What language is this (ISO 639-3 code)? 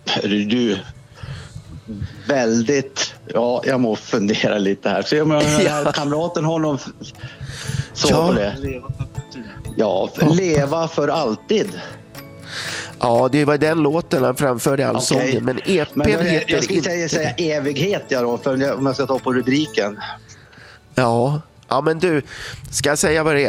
swe